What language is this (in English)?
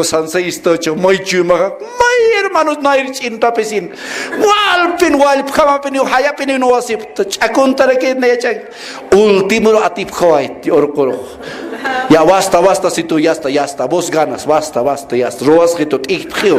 Aymara